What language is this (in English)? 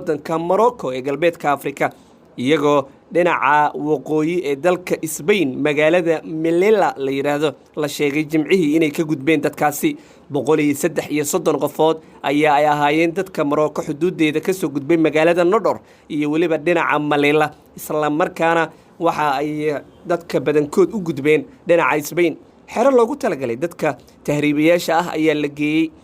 Somali